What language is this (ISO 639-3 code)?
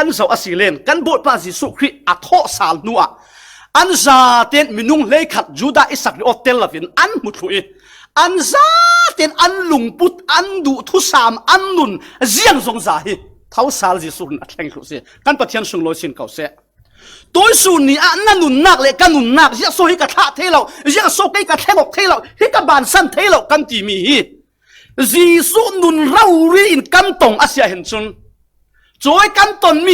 cfm